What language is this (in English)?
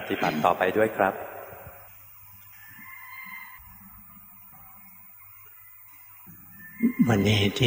Thai